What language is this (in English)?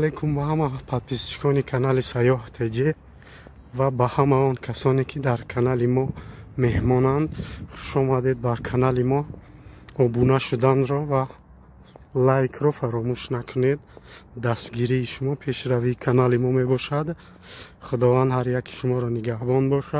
Tajik